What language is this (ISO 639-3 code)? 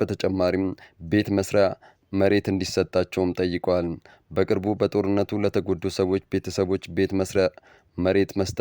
amh